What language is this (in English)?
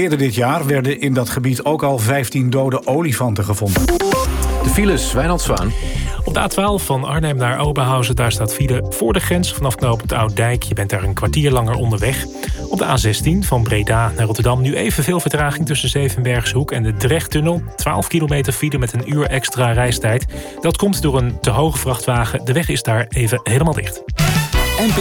Dutch